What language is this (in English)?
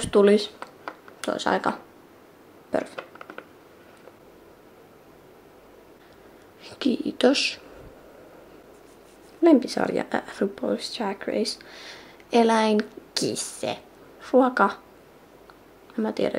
Finnish